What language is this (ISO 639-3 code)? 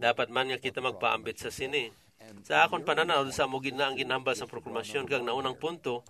hil